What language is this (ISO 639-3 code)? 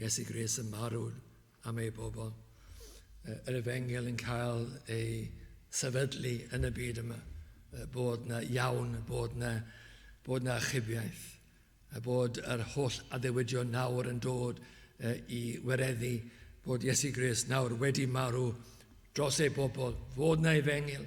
cym